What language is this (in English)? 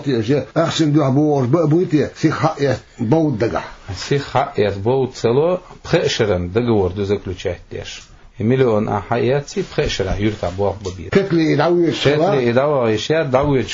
Chechen